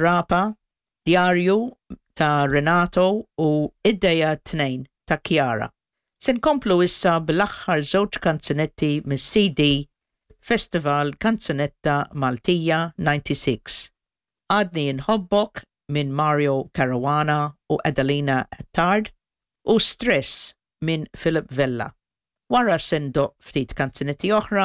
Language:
Maltese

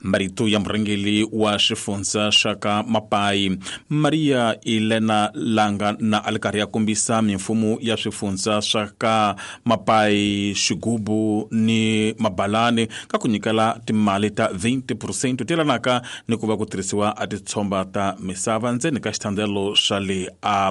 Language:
Tsonga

